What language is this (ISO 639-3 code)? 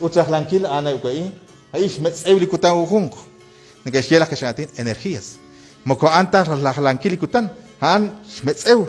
kek